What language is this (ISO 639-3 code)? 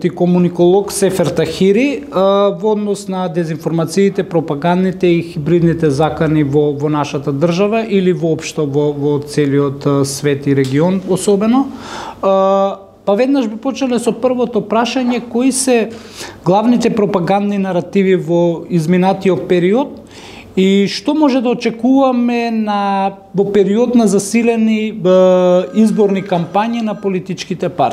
mkd